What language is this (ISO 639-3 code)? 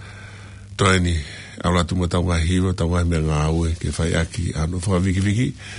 ton